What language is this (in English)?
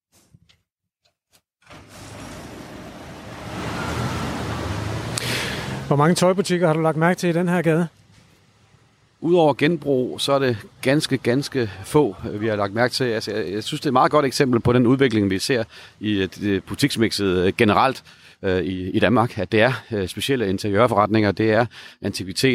Danish